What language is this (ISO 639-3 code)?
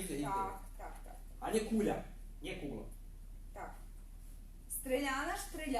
rue